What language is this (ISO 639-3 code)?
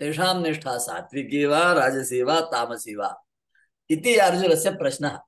san